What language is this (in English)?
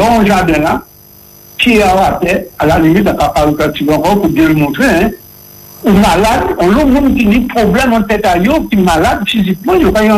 French